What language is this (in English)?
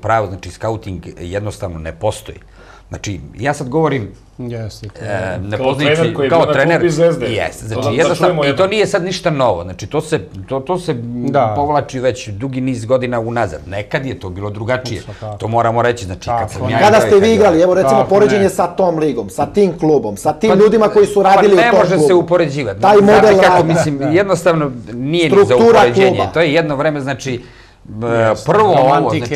Serbian